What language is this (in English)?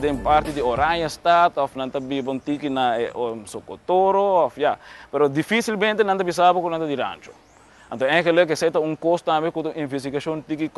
Papiamento